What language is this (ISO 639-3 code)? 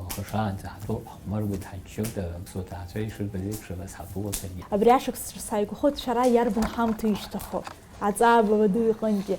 abk